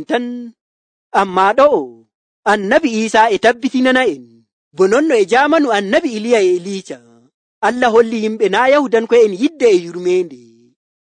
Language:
Nigerian Fulfulde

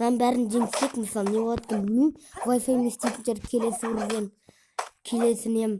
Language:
Kazakh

